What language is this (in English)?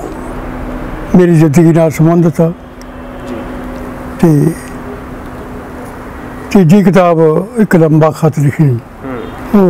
Punjabi